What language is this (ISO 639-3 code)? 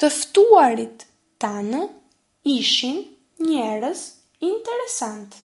sqi